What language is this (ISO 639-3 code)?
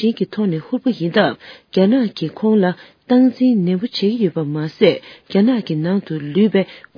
bod